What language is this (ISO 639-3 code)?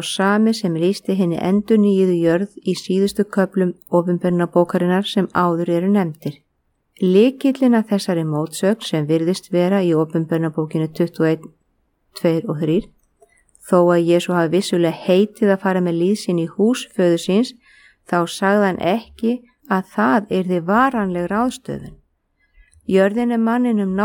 isl